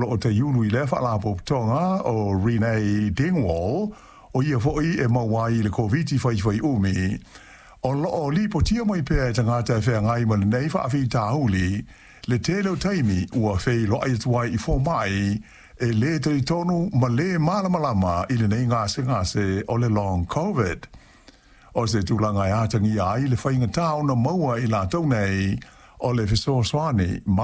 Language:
Samoan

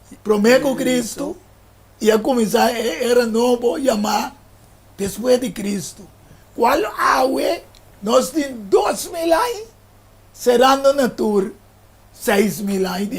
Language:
Papiamento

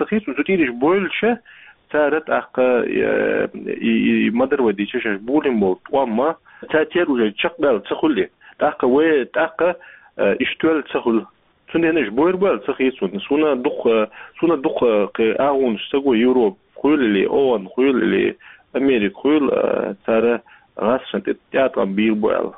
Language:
Chechen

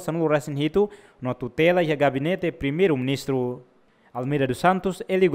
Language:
Tetum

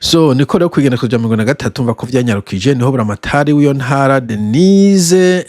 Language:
Rundi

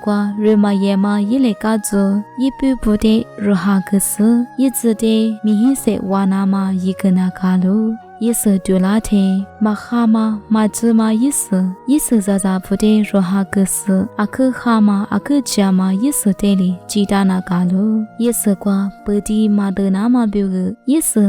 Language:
Lisu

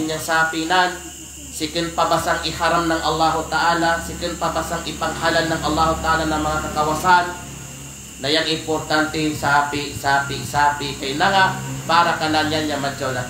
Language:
Kalagan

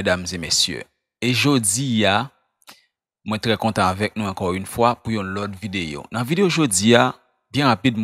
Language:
Haitian Creole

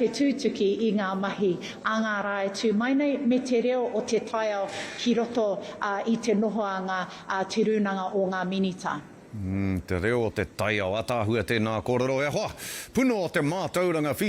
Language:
Māori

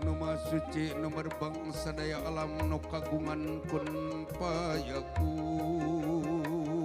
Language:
Sundanese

